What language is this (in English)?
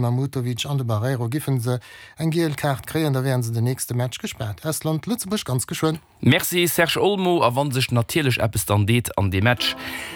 Luxembourgish